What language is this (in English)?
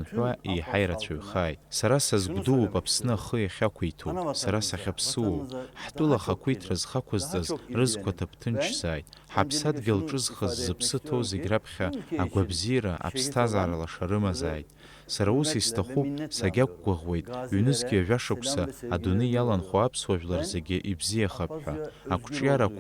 Abkhazian